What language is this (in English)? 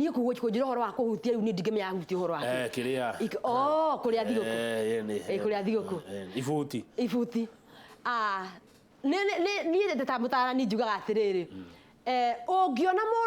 Kikuyu